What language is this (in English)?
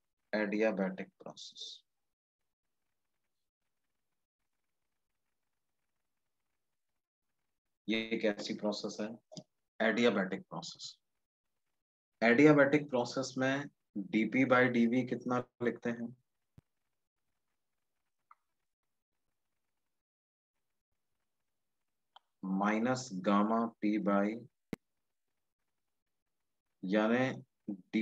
Hindi